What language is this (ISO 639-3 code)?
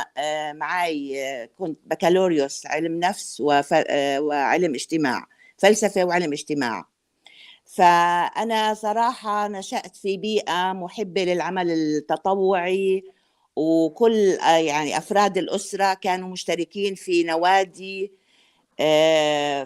apc